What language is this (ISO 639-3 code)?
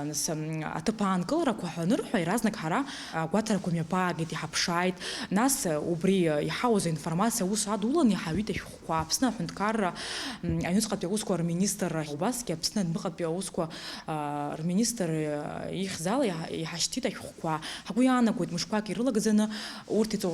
abk